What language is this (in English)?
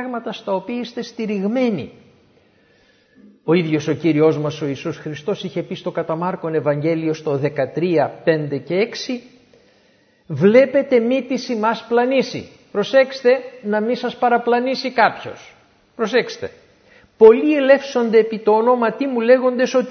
Greek